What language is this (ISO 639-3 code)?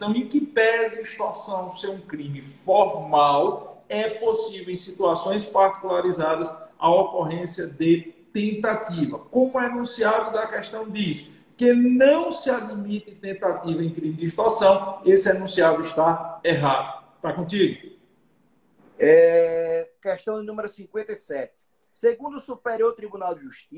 por